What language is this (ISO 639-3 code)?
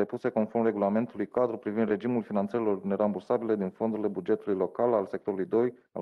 ron